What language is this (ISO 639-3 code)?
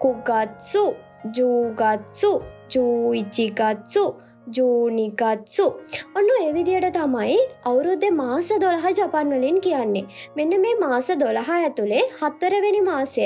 sin